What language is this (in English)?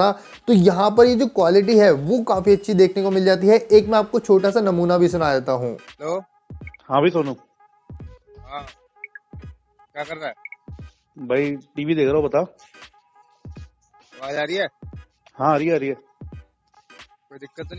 Hindi